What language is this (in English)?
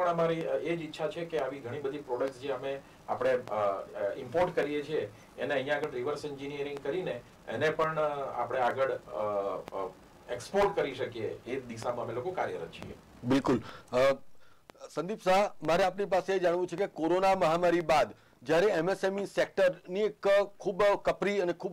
Gujarati